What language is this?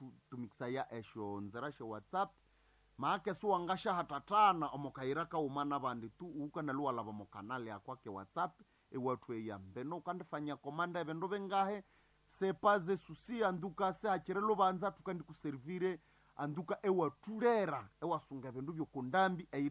Nande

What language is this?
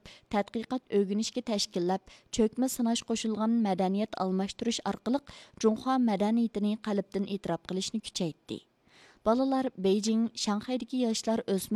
Uyghur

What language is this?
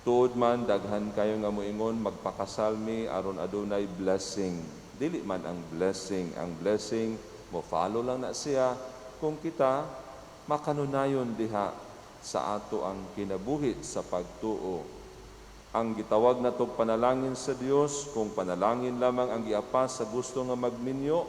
Cebuano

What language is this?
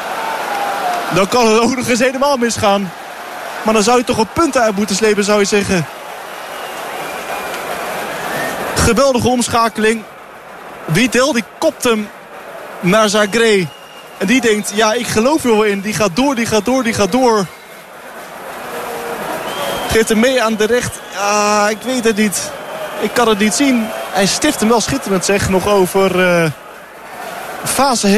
Dutch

